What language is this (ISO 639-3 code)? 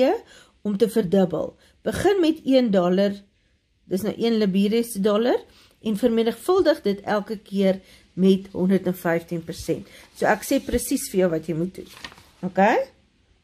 afr